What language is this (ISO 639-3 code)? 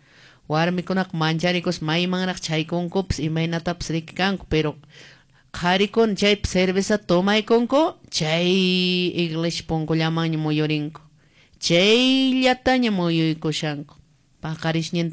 que